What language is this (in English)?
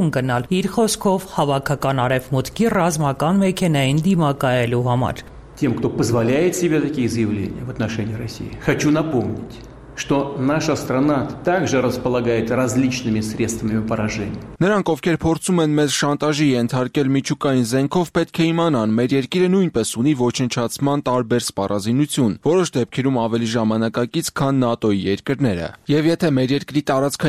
Armenian